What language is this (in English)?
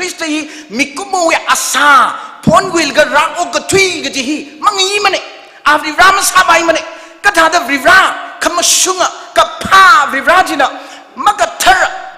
Tangkhul Naga (India)